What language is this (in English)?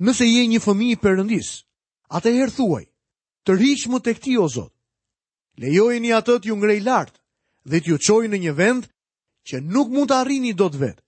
Albanian